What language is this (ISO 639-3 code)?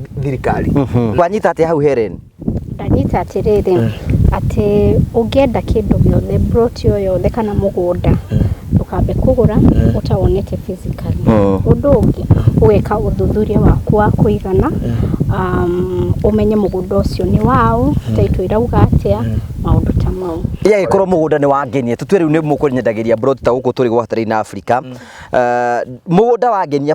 kik